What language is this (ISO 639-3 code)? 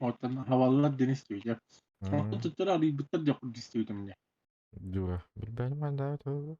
sah